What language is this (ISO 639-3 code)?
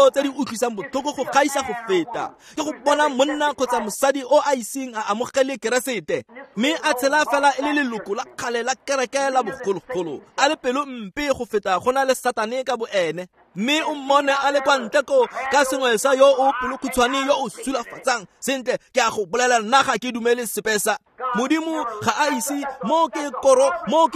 tsn